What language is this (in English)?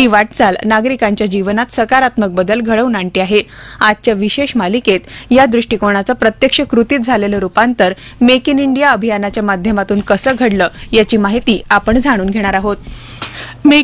Marathi